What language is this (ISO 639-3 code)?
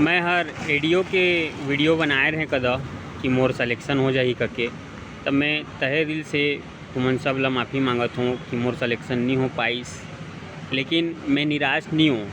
hne